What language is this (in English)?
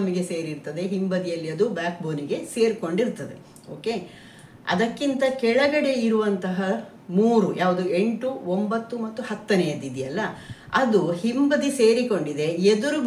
Kannada